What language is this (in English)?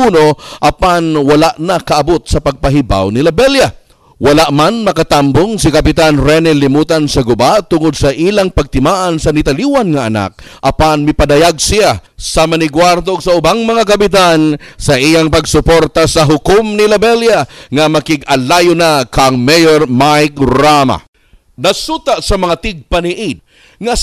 Cebuano